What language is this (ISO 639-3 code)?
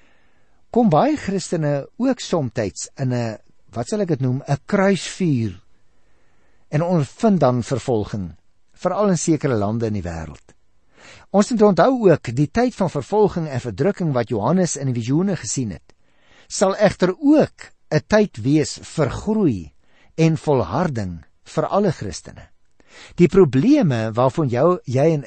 afr